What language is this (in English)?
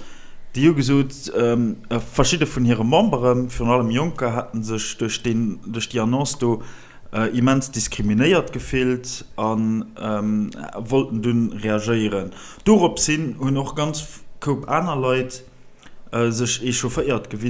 Luxembourgish